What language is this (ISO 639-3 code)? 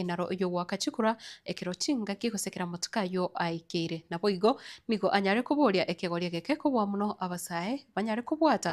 guz